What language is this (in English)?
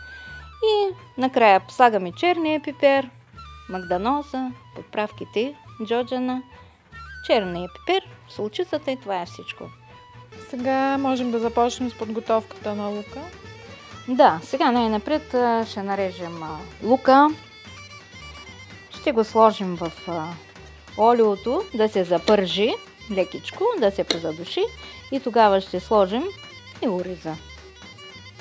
Bulgarian